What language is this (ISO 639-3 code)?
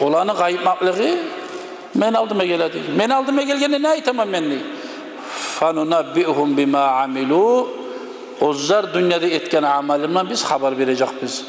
kum